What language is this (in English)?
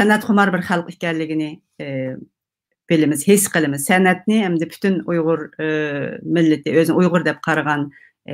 Uyghur